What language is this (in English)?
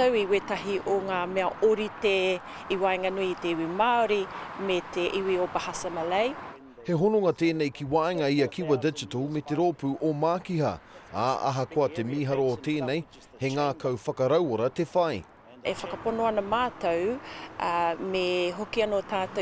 Māori